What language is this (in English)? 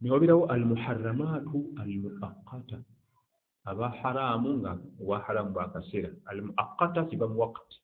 Ganda